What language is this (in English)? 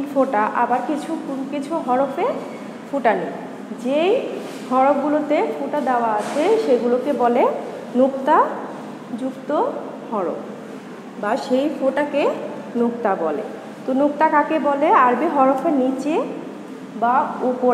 Bangla